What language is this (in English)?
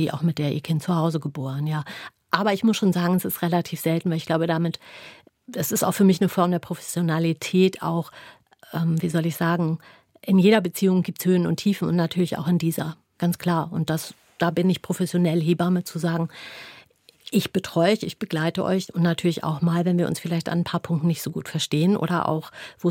German